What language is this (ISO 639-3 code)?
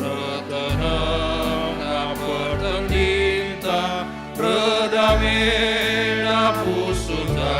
btx